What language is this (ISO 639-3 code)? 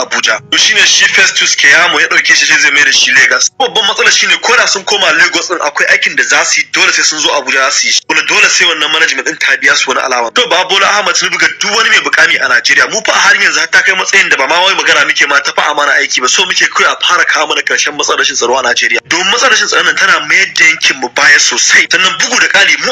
hau